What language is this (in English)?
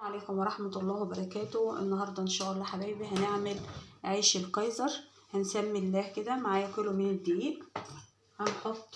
Egyptian Arabic